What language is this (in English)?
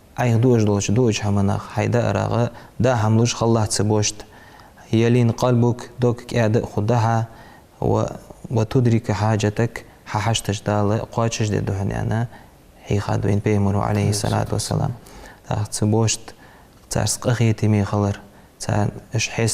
Ingush